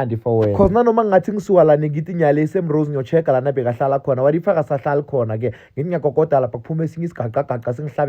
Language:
Zulu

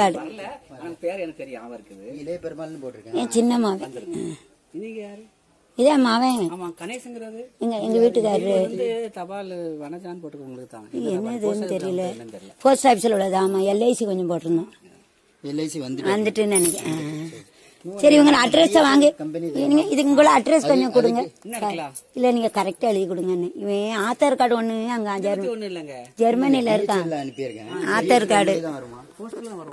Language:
Tamil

